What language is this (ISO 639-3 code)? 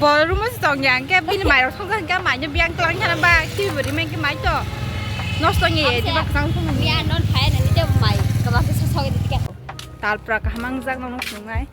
trp